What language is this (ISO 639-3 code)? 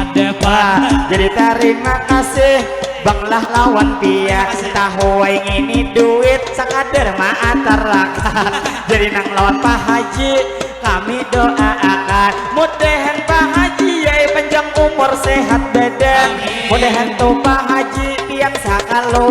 bjn